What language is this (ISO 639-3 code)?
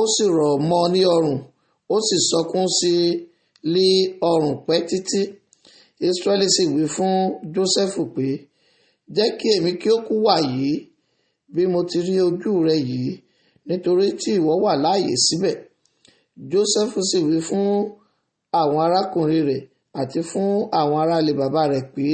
yor